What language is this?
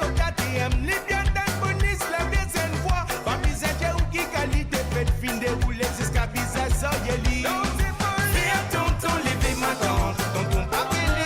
Morisyen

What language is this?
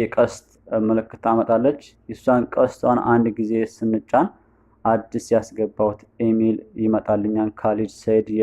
Amharic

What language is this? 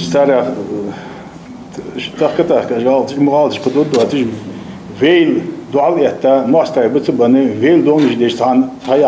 Ingush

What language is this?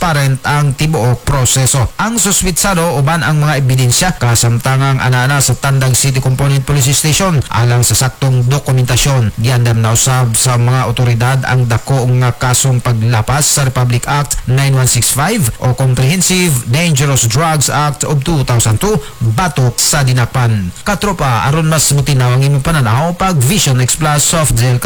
Cebuano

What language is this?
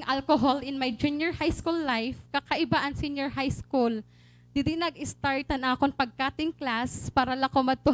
Waray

